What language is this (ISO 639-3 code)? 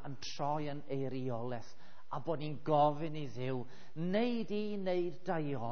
cym